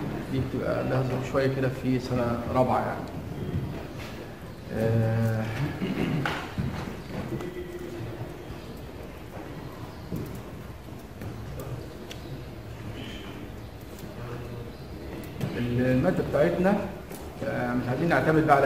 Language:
Egyptian Arabic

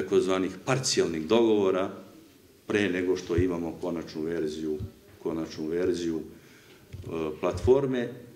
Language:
Serbian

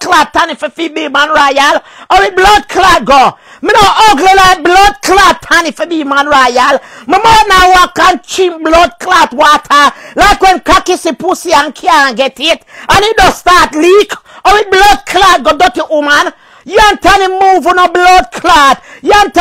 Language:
Jamaican Creole English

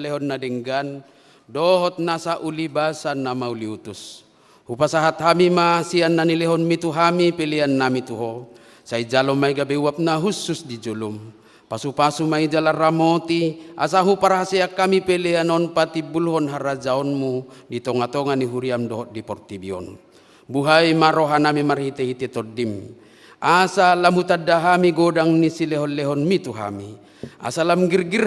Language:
Batak Toba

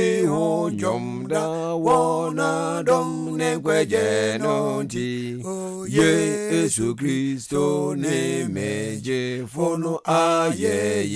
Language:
Akan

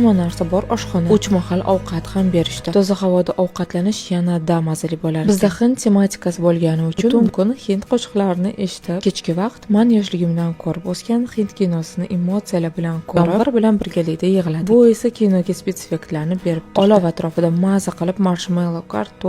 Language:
Uzbek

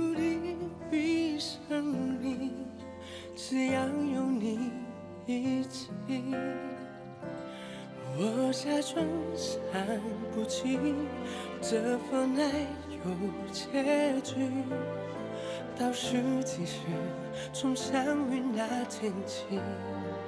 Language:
Chinese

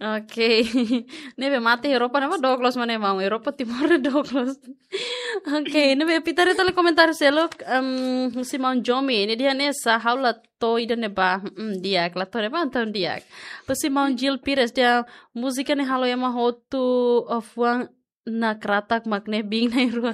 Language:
Tetum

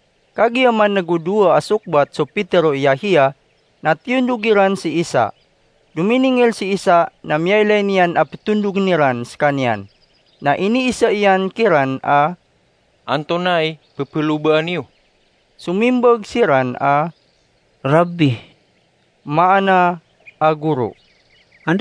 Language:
Maranao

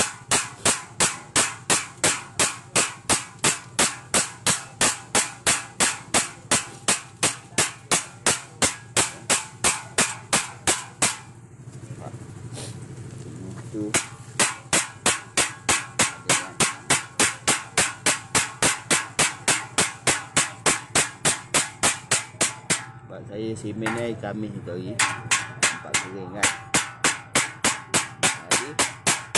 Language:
Malay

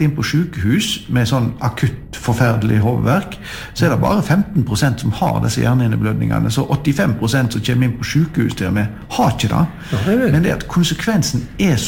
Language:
Norwegian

